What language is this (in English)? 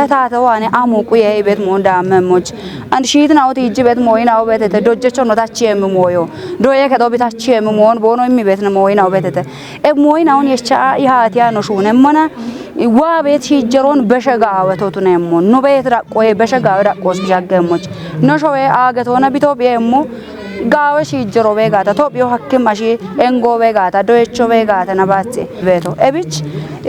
Kafa